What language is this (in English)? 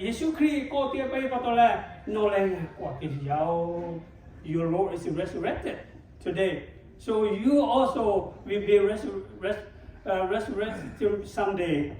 Lahu